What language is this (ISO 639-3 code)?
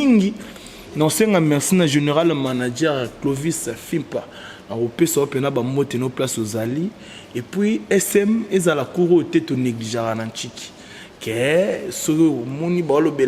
lin